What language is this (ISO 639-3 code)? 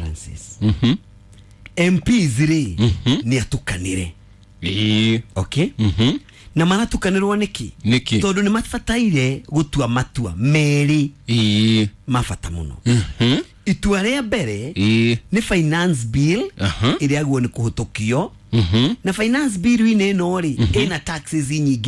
kik